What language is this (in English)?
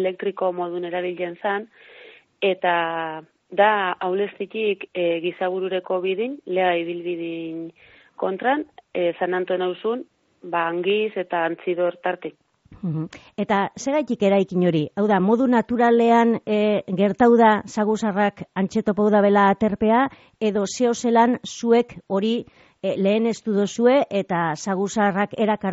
Basque